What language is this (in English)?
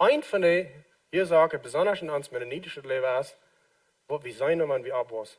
Plautdietsch